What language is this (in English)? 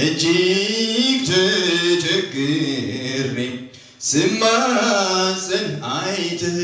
Amharic